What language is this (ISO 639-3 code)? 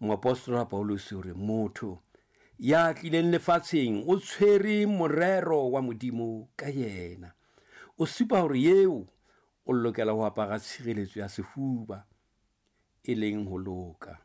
sot